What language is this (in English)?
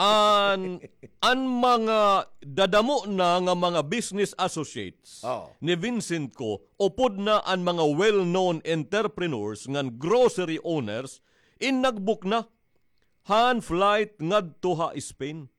Waray